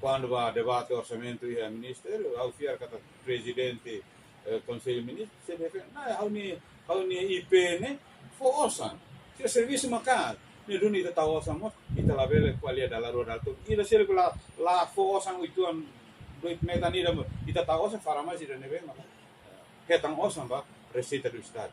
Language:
Tetum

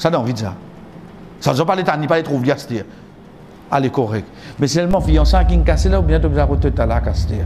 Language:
Morisyen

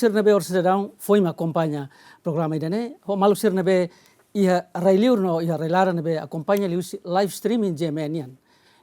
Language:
Tetum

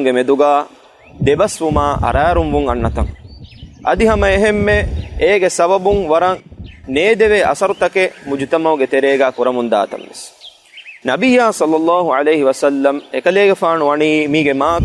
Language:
Divehi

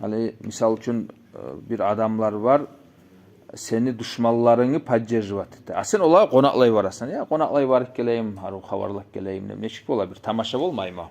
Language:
Kumyk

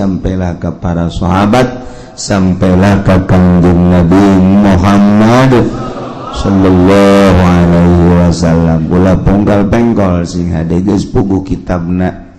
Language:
Sundanese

